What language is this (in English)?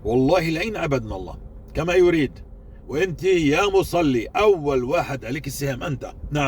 North Levantine Arabic